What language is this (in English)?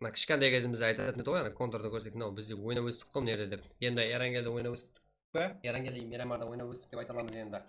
Kara-Kalpak